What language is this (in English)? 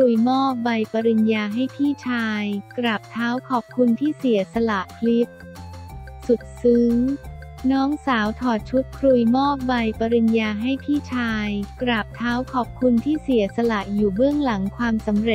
Thai